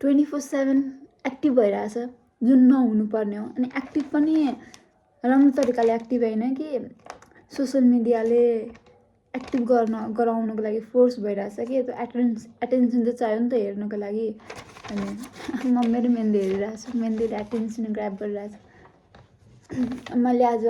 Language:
Nepali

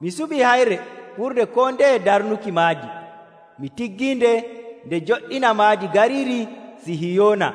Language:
Nigerian Fulfulde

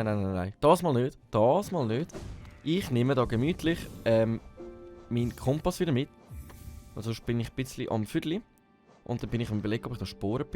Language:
Swiss German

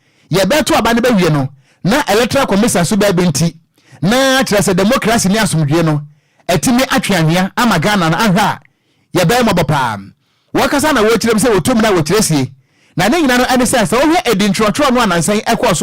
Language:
Akan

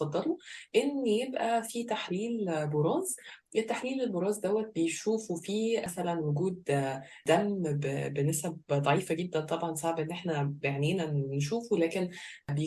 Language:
Egyptian Arabic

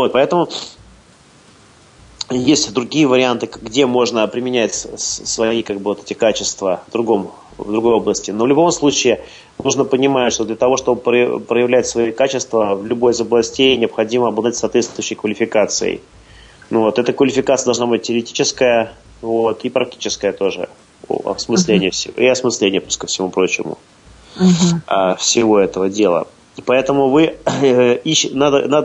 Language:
Russian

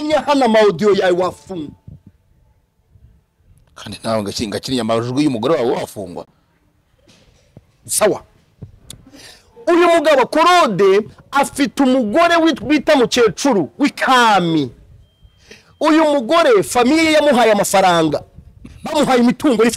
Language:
Kinyarwanda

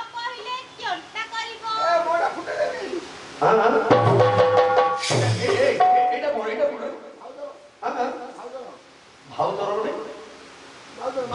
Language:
Odia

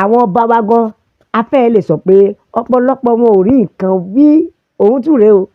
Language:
Yoruba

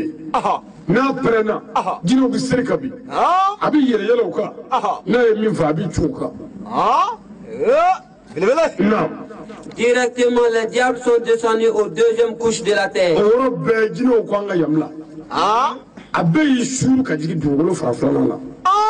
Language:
Bambara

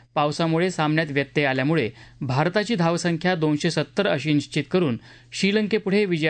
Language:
Marathi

